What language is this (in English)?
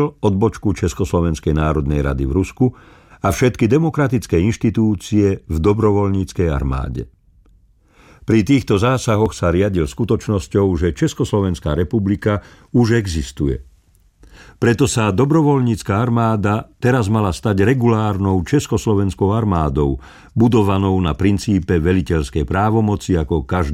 Slovak